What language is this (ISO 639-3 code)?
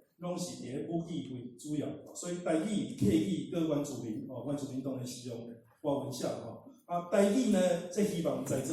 nan